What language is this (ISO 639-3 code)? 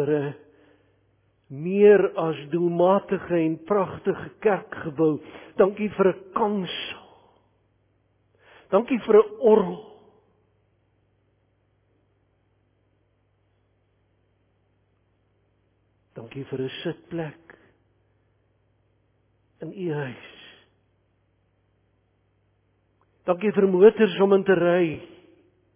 afr